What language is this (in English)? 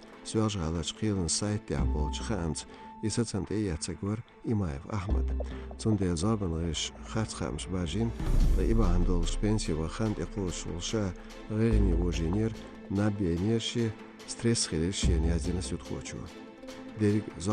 Chechen